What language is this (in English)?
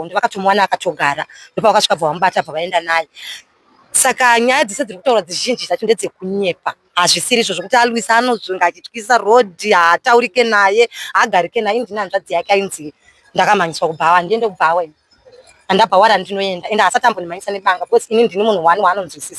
Shona